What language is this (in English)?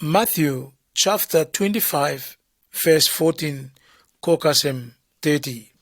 Bislama